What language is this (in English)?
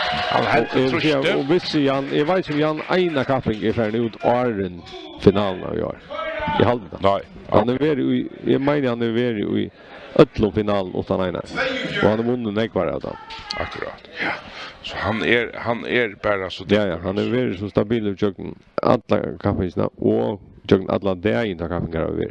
Faroese